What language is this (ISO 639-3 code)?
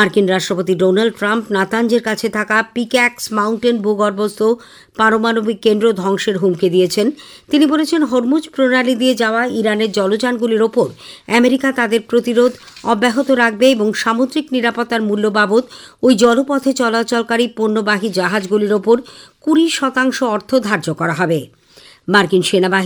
ben